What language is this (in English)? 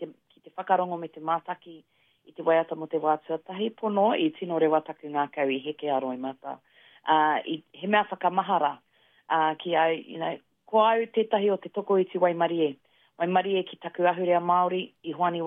Māori